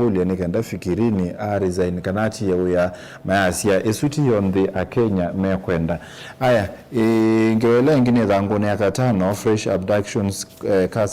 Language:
Kamba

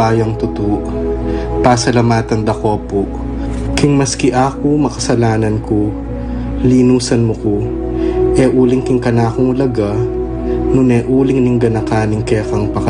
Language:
Pampanga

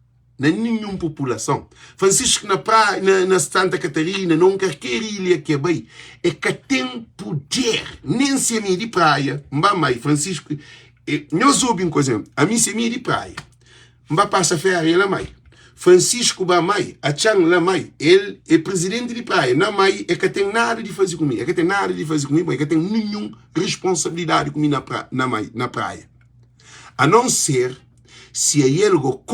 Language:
Kabuverdianu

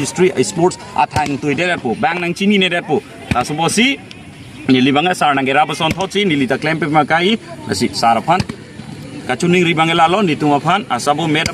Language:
Karbi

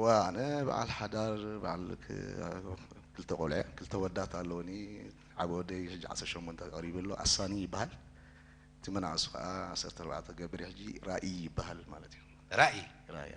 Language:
Tigrinya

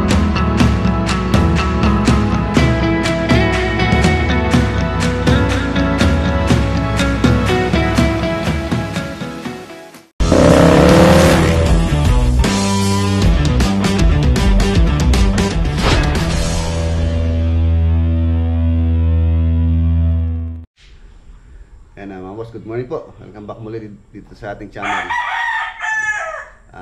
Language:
Filipino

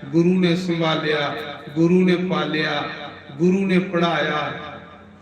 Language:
Dogri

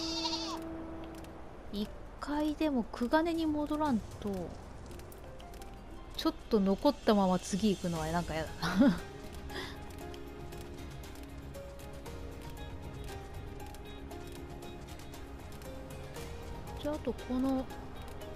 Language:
Japanese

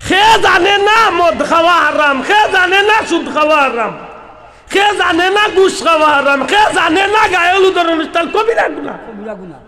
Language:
Sylheti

